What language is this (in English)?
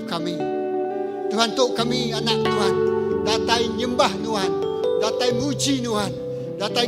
Iban